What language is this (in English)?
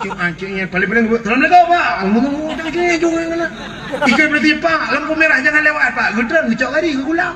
Achinese